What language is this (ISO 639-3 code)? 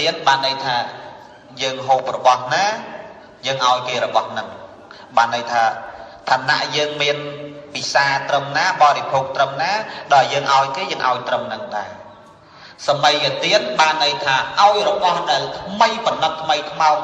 khm